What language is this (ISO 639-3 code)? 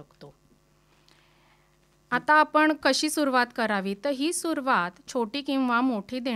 mar